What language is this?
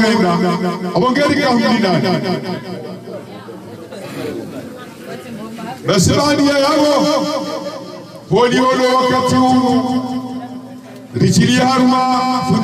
Swahili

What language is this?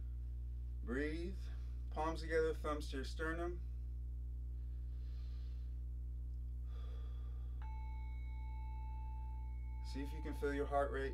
English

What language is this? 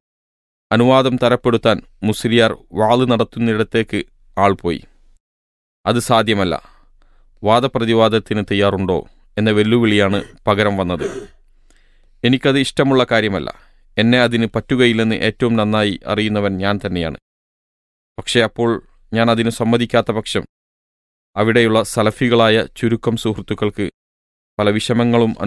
Malayalam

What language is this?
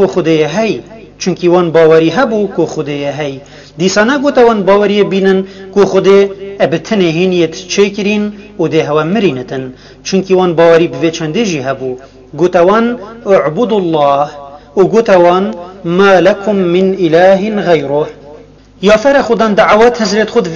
Kurdish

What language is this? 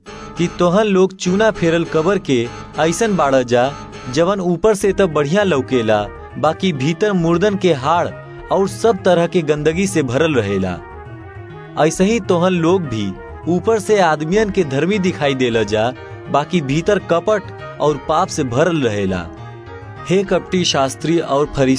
Bhojpuri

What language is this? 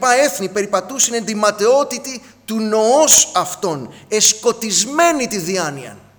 Greek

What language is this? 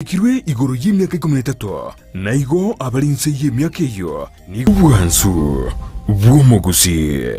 Gusii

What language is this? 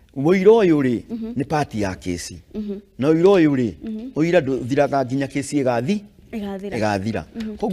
Kikuyu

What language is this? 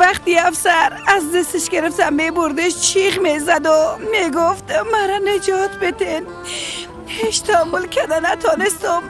Persian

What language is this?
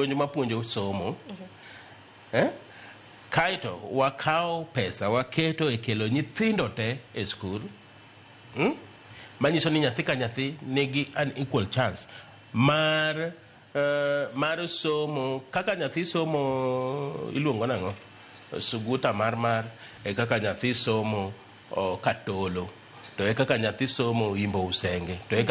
Luo (Kenya and Tanzania)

